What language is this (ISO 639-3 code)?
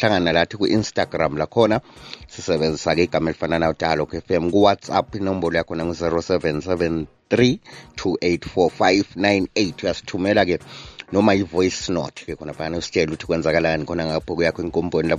nde